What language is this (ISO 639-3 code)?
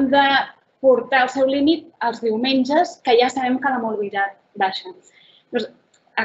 cat